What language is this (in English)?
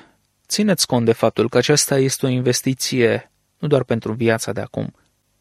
Romanian